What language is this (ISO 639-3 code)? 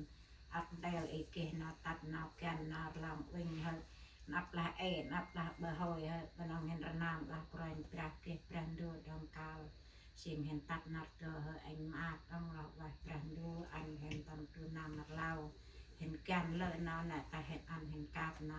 cmo